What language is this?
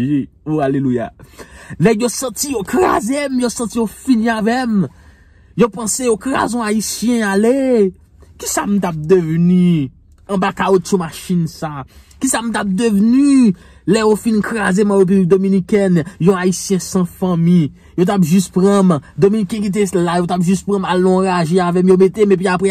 Haitian Creole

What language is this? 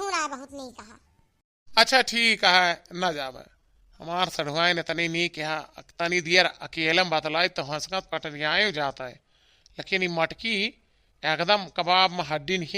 Awadhi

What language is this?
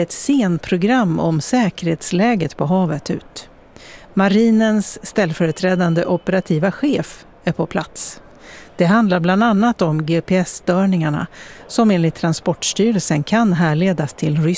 Swedish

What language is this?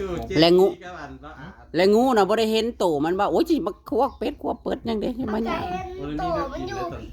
Northeastern Thai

